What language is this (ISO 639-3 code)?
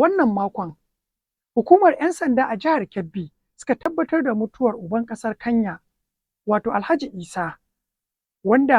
hau